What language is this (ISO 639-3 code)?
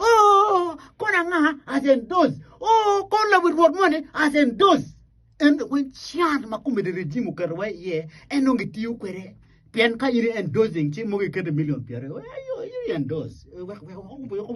ach